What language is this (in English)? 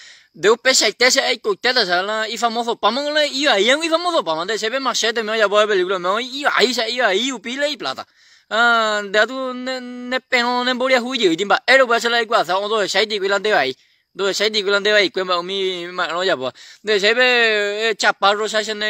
Guarani